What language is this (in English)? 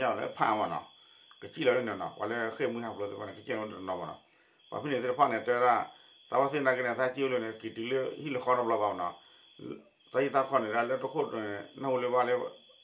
S'gaw Karen